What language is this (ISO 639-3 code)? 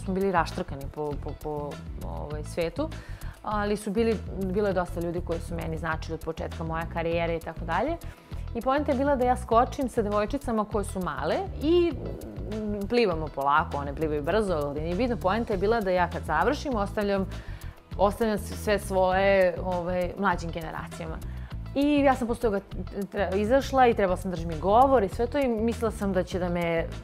srp